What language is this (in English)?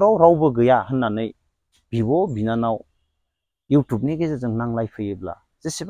Bodo